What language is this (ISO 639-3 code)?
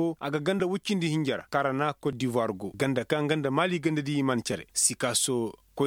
ses